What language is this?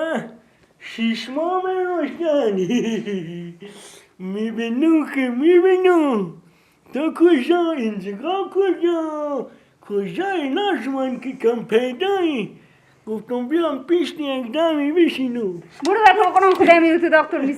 Persian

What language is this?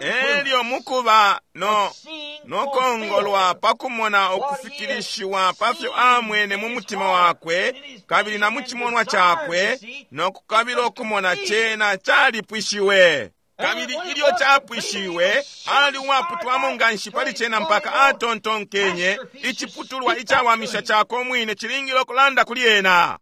Bemba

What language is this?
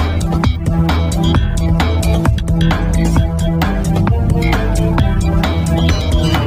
Kannada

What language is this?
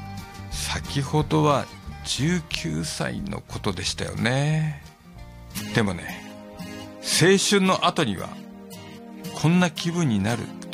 Japanese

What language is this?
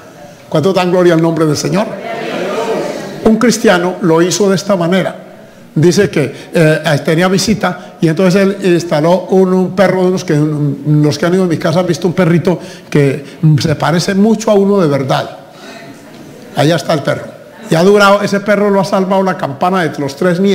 Spanish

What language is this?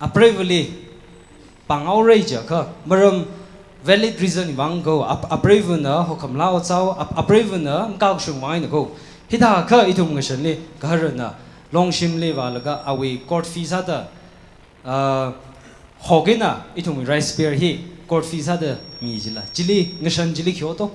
Tangkhul Naga (India)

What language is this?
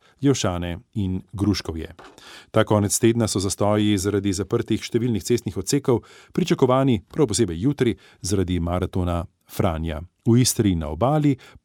Slovenian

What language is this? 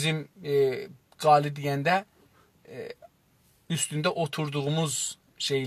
South Azerbaijani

